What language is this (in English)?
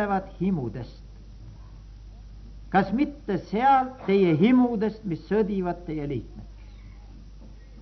Estonian